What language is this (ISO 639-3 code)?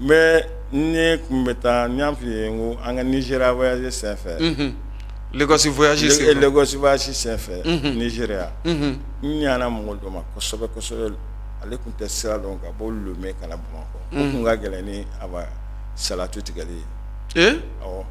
bam